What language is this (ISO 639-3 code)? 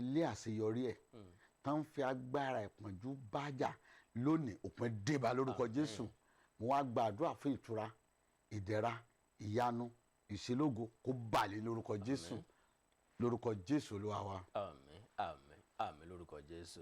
yor